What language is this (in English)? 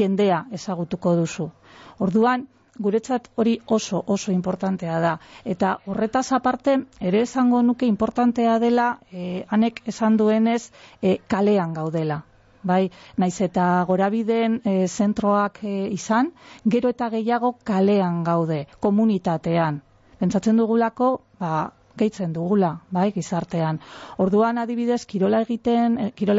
Basque